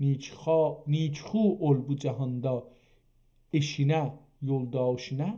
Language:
South Azerbaijani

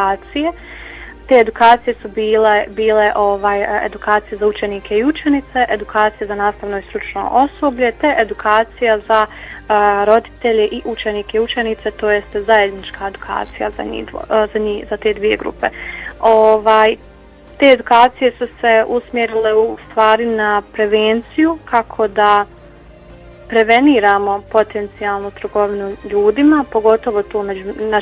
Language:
Bosnian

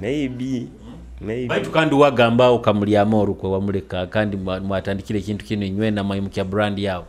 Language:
Nyoro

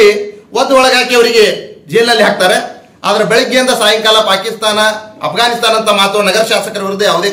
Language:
Kannada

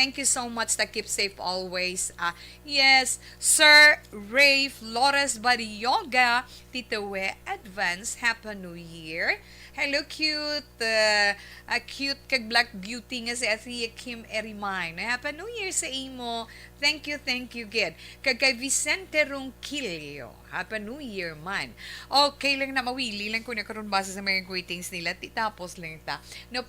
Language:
Hiligaynon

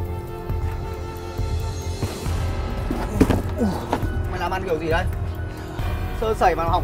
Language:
Vietnamese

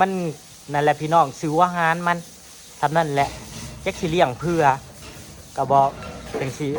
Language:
Northeastern Thai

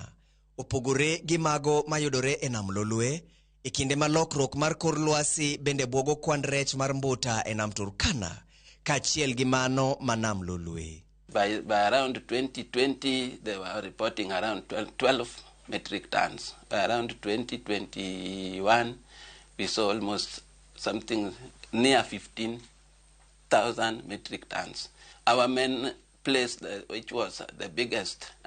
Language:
Luo (Kenya and Tanzania)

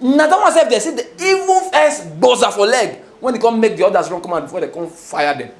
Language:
Nigerian Pidgin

